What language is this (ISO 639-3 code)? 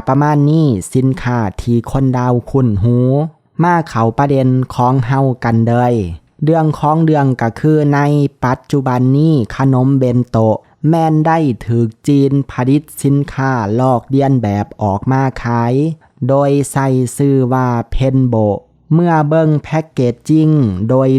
lao